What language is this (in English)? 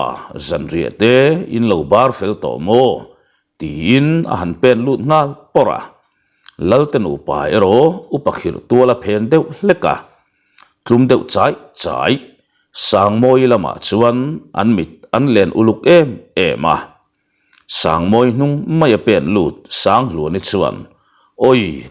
Mizo